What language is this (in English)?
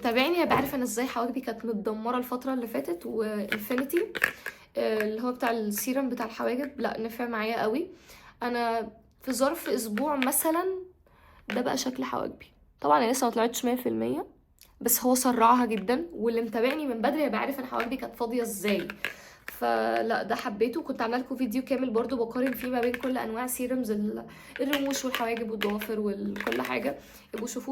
Egyptian Arabic